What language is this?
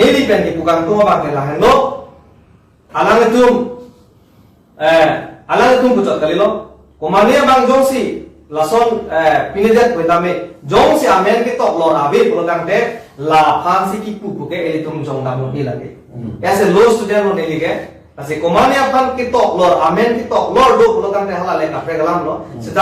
Karbi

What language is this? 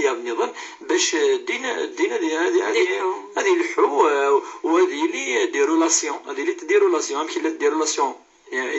Kabyle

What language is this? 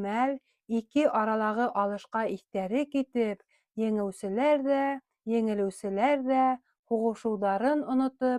Bashkir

